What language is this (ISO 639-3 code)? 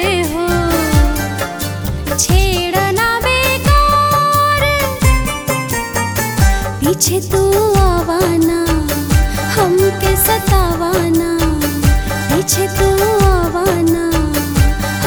bho